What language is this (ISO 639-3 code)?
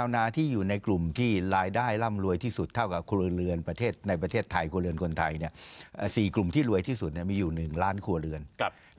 tha